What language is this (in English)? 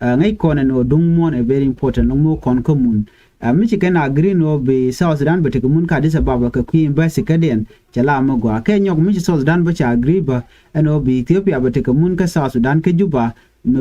Nuer